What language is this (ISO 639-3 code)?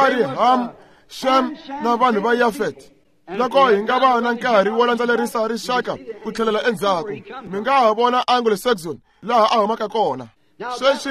tso